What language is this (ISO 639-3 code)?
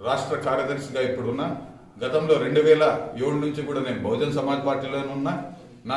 tel